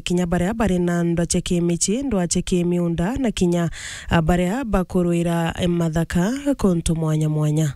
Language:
Meru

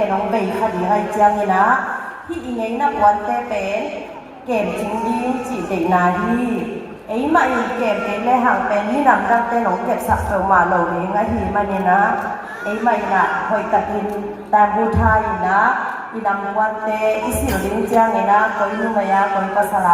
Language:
Tedim Chin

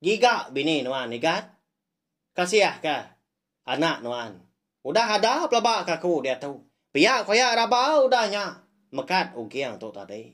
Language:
Iban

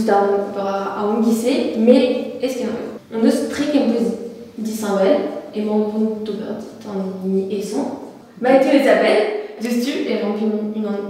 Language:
Breton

